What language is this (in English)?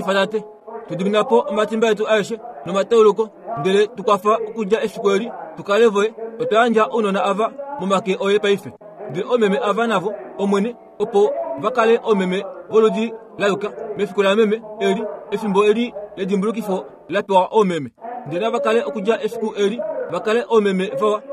Kuanyama